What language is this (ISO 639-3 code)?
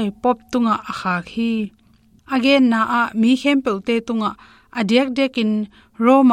ctd